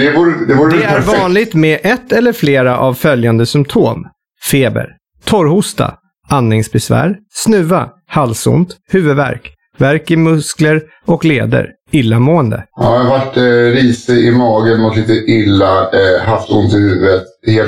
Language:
Swedish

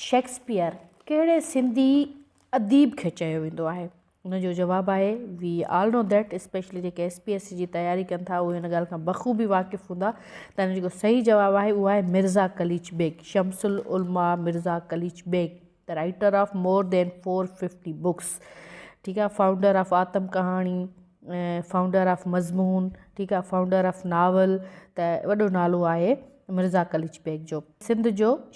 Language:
Sindhi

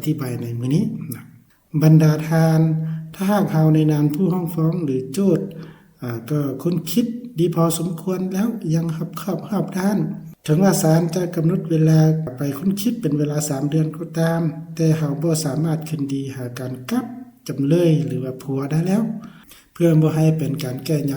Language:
Lao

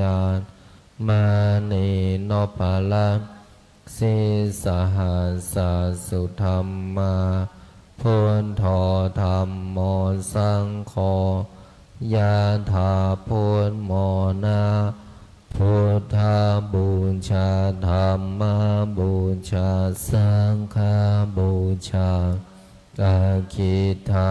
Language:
Pali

